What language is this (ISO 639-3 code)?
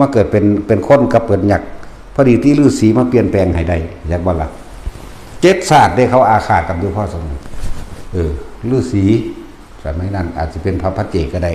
tts